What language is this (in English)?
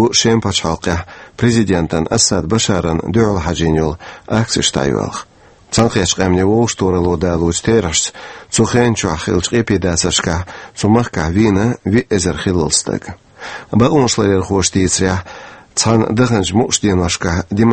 Chechen